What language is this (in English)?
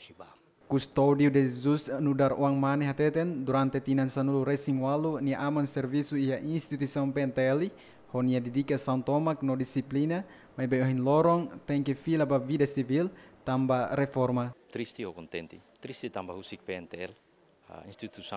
Tetum